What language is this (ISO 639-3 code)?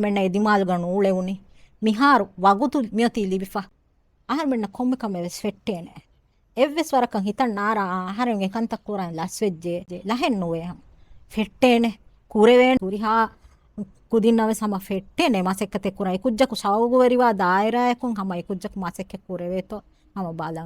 div